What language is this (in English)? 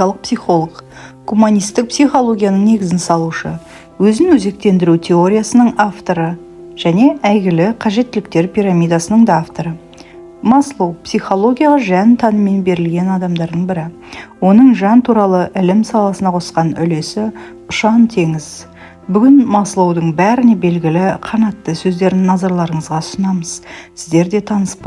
Kazakh